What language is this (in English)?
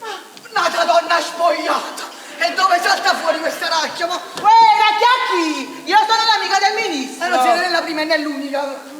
Neapolitan